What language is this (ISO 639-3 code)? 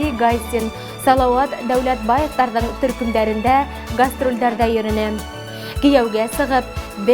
bak